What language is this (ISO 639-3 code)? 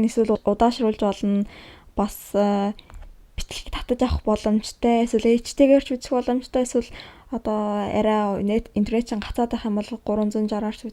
mon